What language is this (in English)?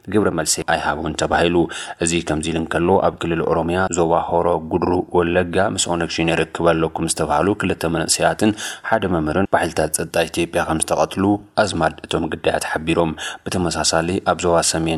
Tigrinya